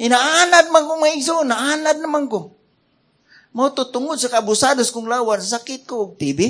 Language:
Cebuano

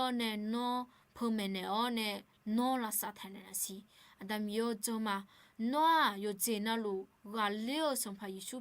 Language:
Akha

